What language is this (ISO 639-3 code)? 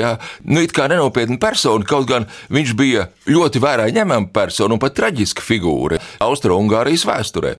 lav